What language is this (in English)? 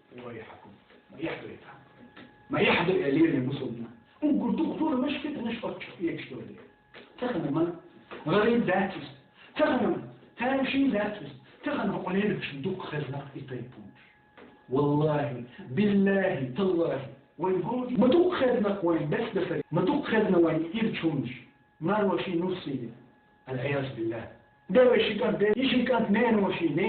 Chechen